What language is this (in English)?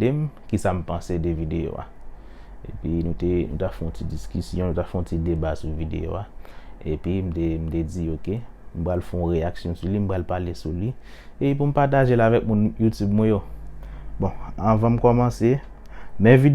Haitian Creole